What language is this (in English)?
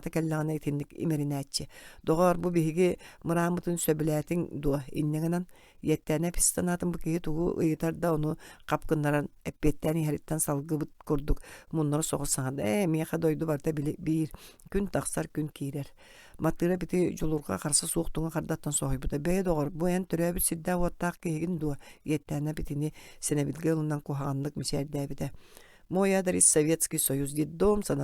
Yakut